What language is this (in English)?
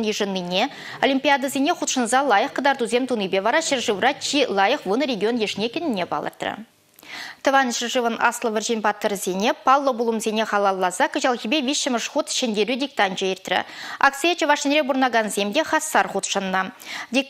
Chuvash